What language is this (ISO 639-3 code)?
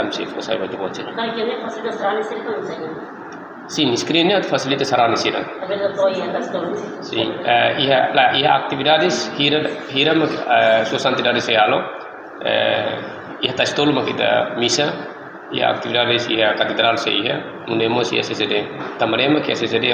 tet